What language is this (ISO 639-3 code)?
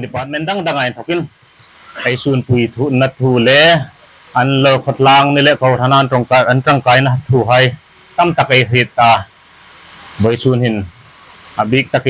hmr